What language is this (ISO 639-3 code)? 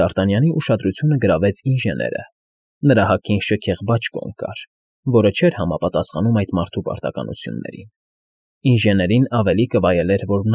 hye